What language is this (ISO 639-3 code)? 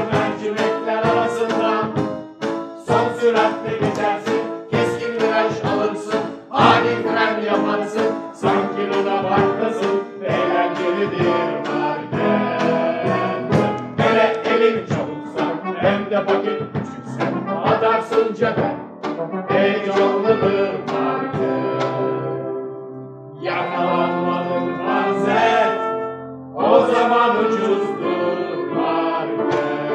tur